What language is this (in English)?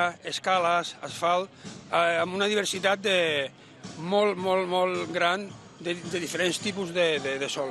Catalan